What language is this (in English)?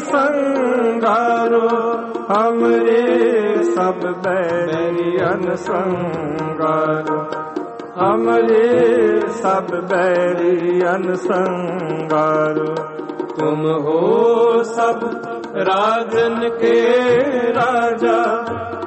Punjabi